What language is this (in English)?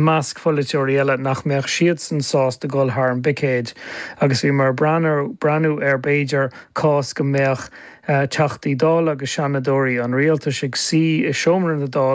Irish